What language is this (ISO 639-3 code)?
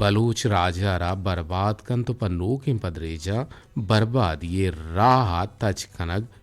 bgp